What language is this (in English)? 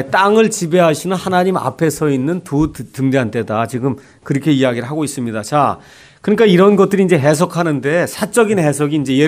Korean